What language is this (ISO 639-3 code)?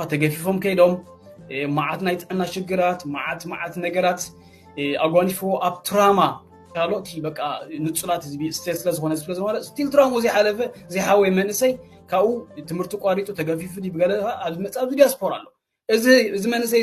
tir